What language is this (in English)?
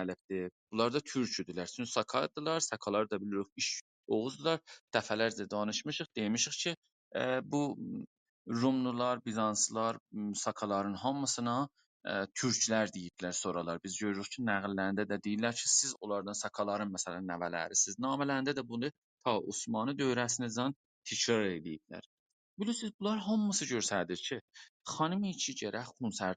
South Azerbaijani